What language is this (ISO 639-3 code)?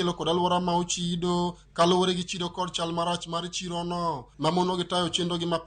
luo